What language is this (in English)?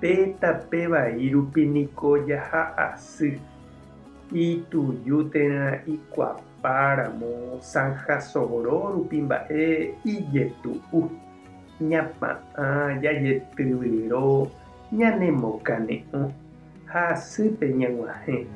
Guarani